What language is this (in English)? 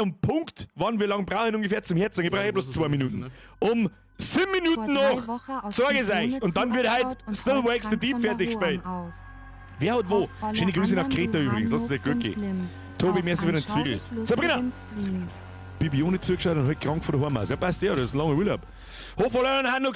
Bavarian